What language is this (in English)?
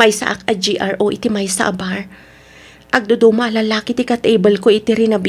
Iloko